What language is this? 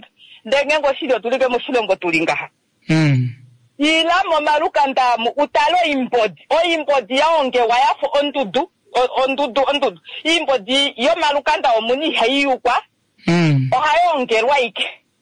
Kuanyama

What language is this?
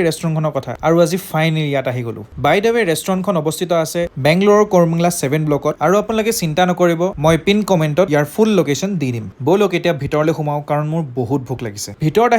Assamese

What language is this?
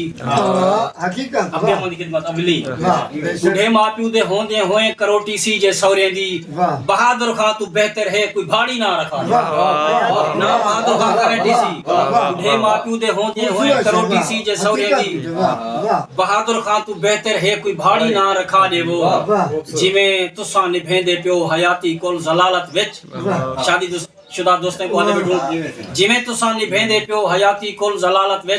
Saraiki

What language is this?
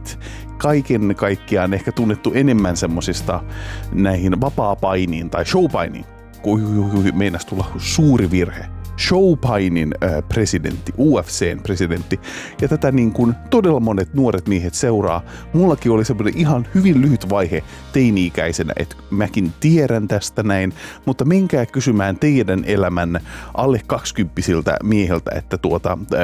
Finnish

